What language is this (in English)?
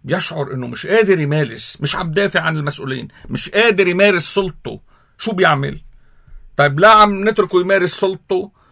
North Levantine Arabic